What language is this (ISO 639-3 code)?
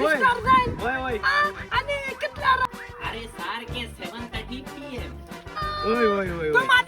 kok